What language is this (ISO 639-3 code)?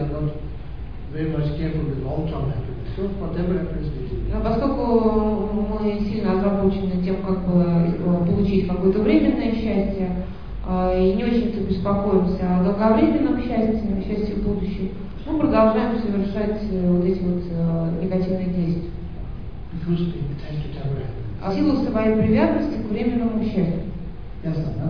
rus